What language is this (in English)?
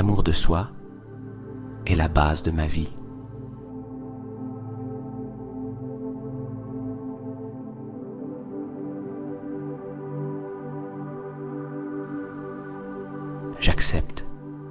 French